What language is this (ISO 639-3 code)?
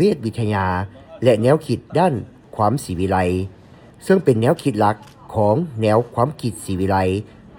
lao